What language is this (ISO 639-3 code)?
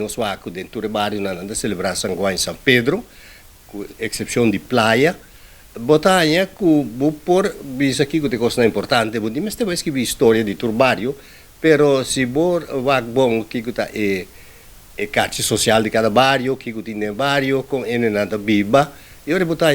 pap